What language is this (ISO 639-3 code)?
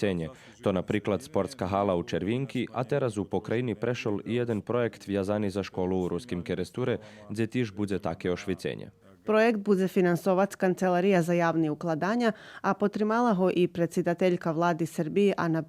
rue